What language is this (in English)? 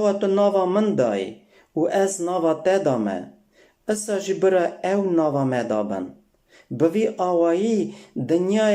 Kurdish